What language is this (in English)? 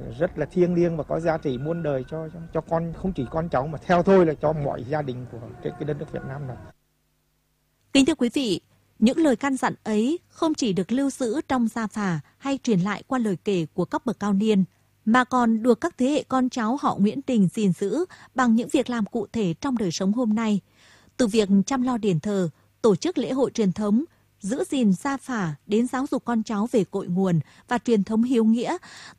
Vietnamese